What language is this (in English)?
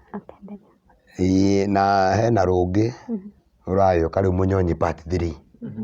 Kikuyu